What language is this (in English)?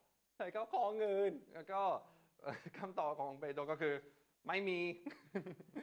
Thai